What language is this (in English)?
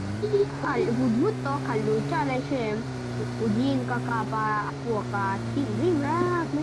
Mizo